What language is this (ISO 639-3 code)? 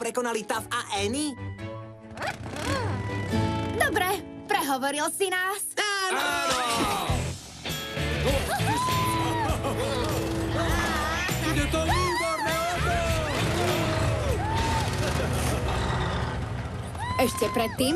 slk